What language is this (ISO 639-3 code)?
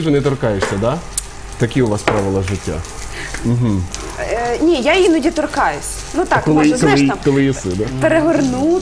ukr